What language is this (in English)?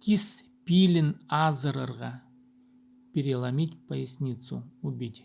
Khakas